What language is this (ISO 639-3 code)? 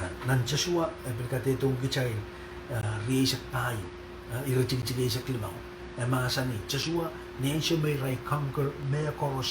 pon